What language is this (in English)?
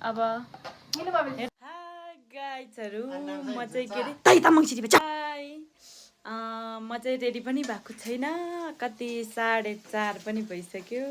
Nepali